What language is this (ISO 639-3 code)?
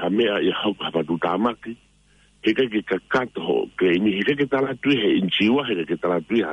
ton